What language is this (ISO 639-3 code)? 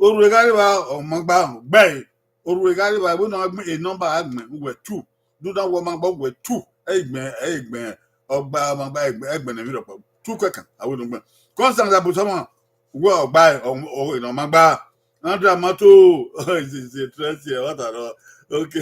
bin